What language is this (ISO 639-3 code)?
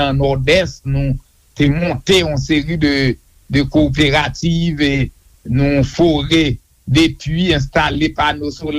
hat